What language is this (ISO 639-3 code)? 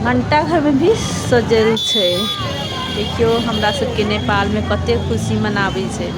mai